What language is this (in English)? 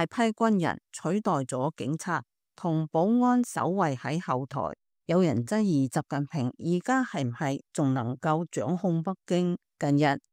Cantonese